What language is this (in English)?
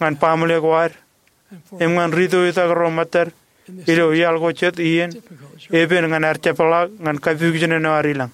Marshallese